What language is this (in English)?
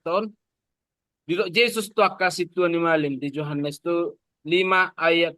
Batak Toba